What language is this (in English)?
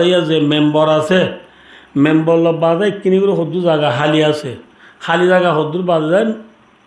Rohingya